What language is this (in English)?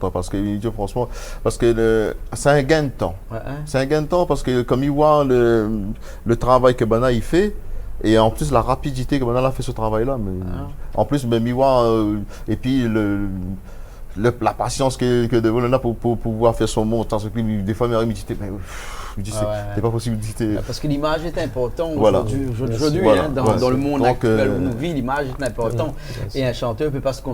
Réunion Creole French